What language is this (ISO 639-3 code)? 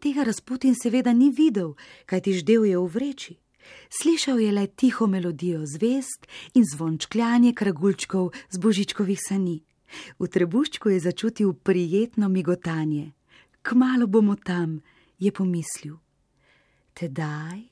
slv